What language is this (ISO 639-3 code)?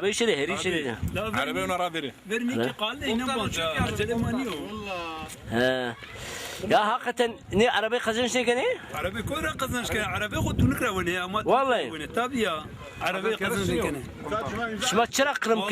zza